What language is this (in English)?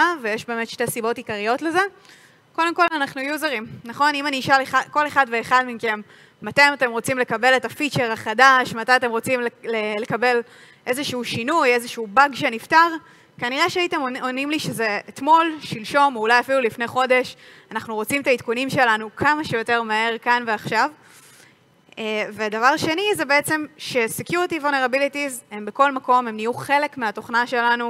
Hebrew